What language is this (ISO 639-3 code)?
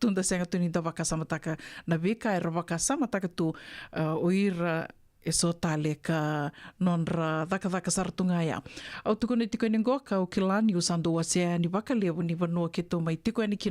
fij